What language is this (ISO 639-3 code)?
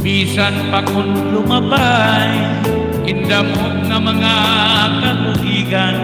war